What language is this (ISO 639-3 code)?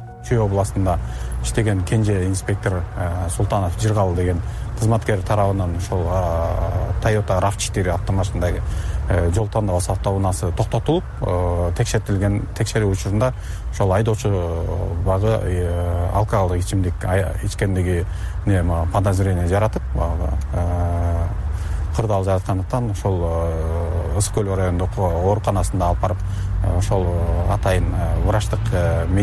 kir